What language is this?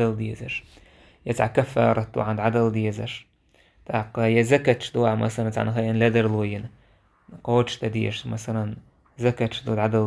Chechen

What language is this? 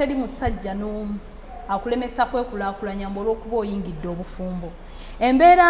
Ganda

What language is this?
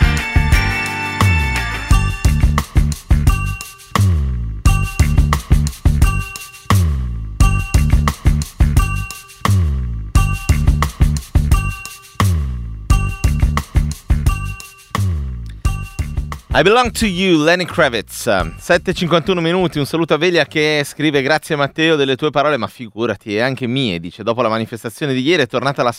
Italian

